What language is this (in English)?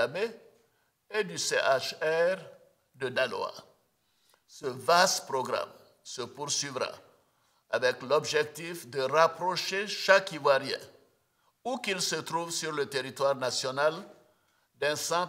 French